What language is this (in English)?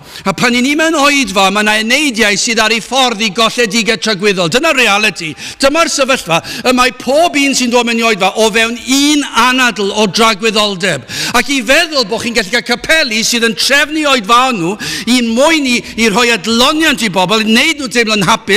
Welsh